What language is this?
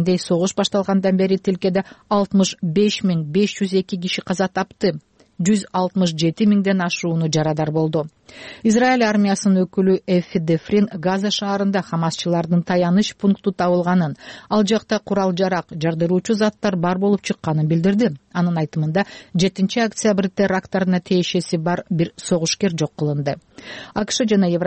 Kyrgyz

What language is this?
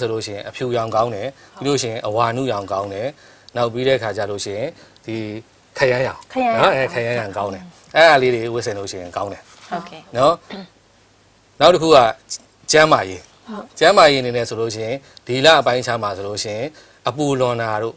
Burmese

